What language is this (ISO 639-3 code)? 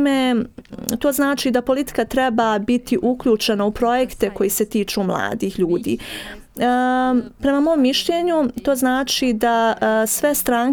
srp